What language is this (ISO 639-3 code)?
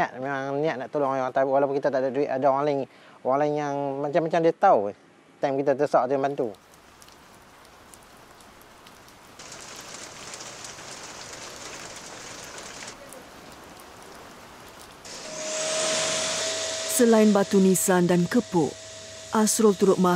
msa